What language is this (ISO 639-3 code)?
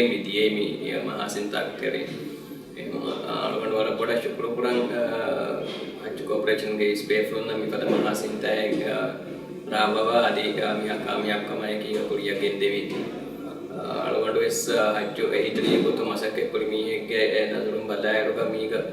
div